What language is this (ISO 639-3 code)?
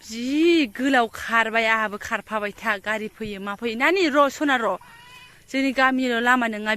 brx